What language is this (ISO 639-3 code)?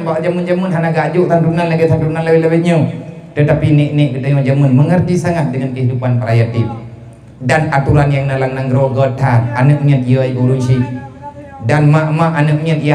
ace